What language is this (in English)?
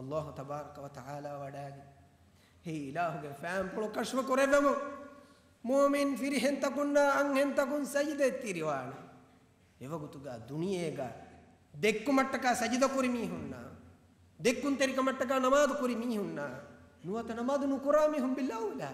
Divehi